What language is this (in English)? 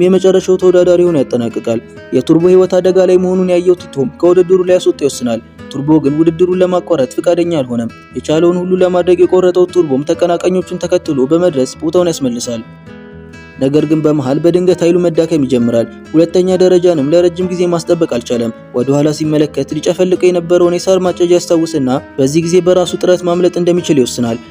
Amharic